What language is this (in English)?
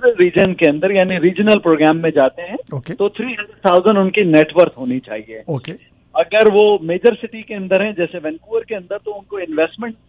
Urdu